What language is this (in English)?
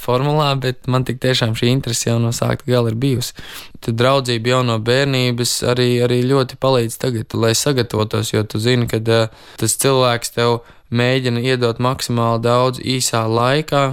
Latvian